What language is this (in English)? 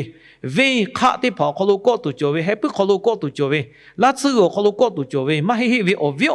Lahu